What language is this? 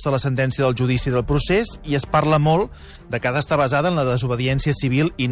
Catalan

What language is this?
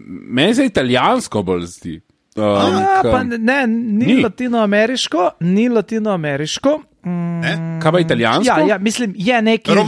Slovenian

